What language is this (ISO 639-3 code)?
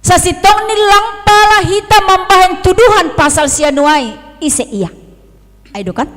bts